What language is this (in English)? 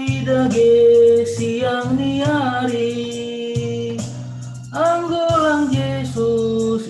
Batak Simalungun